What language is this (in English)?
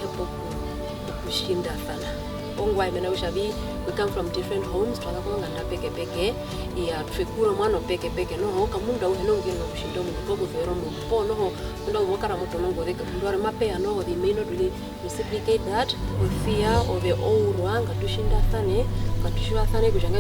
Herero